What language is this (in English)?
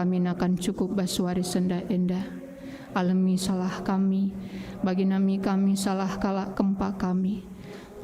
Batak Karo